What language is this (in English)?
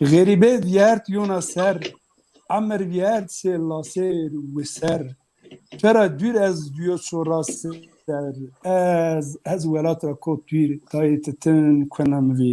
Zaza